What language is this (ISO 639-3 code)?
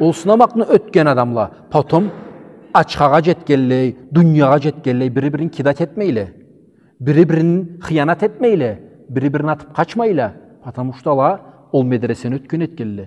krc